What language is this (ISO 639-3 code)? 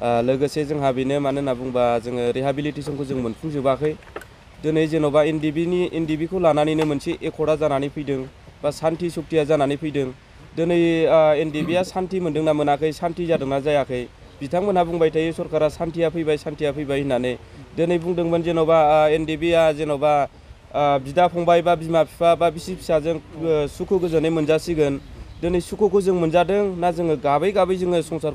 brx